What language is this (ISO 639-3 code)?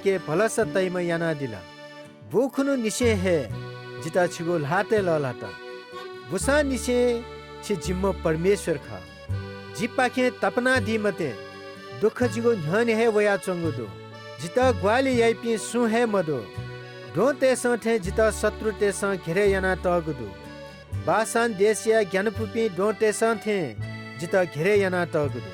new